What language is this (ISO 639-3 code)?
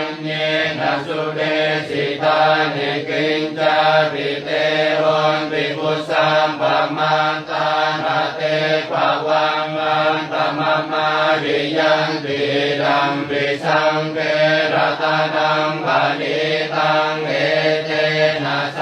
pli